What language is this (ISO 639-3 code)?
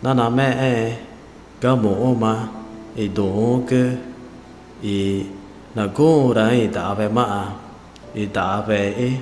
tca